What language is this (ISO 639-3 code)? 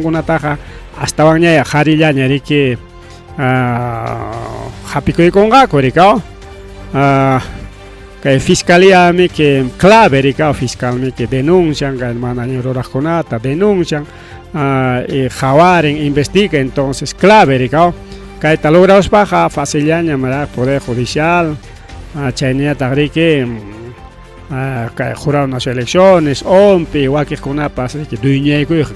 quy